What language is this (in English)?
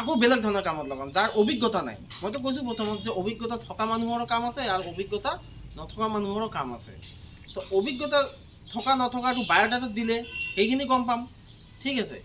Assamese